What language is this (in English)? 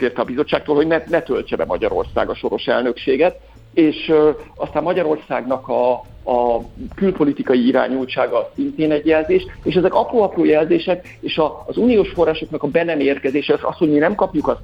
Hungarian